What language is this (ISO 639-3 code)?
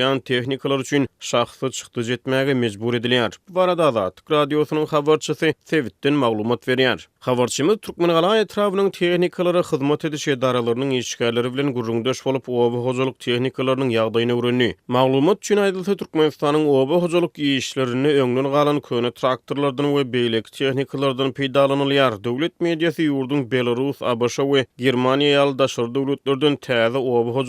tuk